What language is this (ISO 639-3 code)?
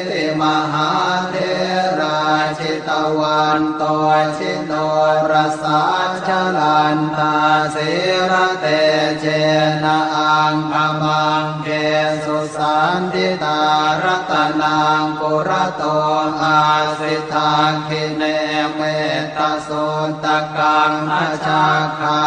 pli